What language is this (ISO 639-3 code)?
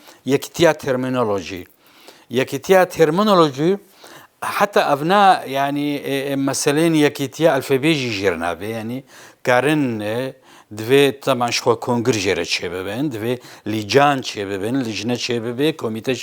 kur